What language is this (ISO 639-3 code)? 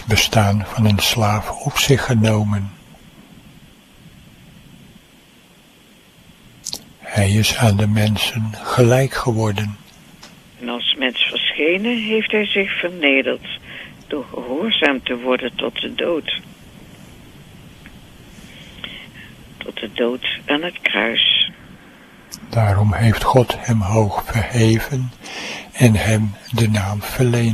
nld